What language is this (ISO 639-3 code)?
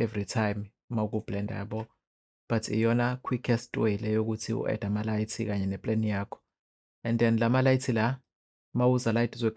zul